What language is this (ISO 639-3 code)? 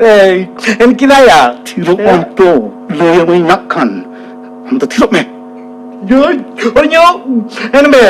sat